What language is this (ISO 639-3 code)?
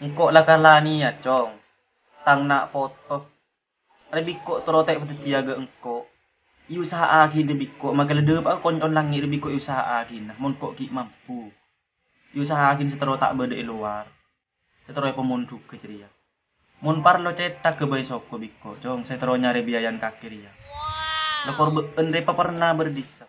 mad